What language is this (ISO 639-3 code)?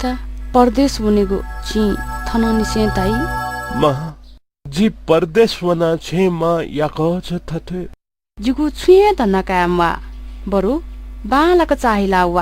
new